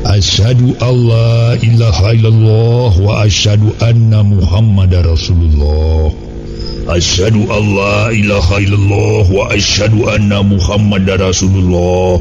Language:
Sundanese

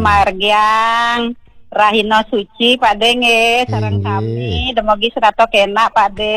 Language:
Balinese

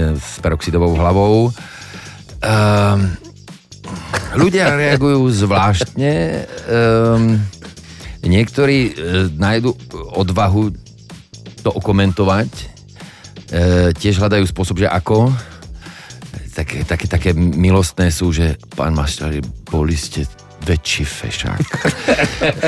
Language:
Slovak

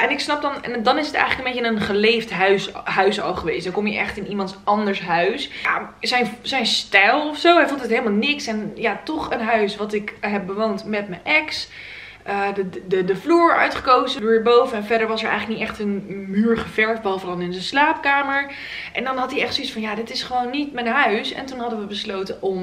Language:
Dutch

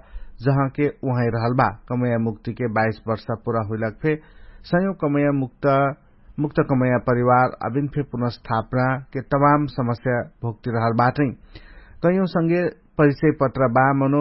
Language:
Dangaura Tharu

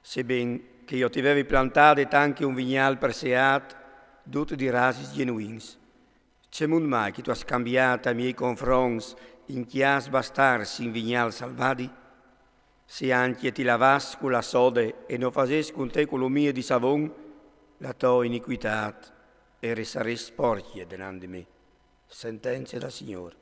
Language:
Friulian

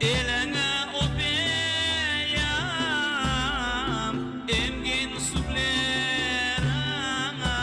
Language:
Crimean Tatar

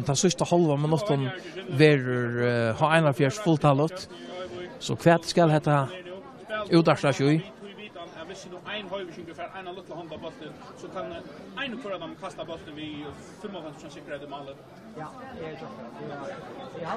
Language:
Faroese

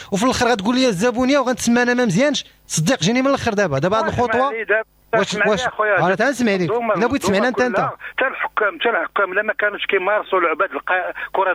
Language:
Moroccan Arabic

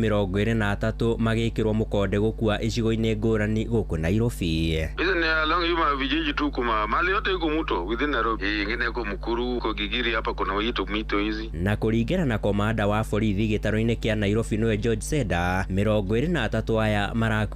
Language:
Kikuyu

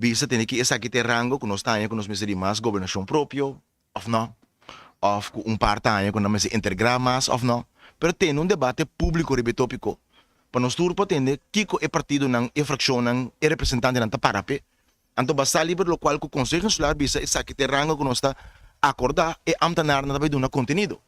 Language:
Papiamento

